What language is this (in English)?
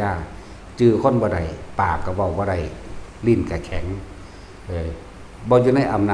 Lao